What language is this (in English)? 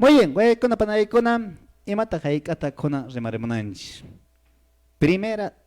Quechua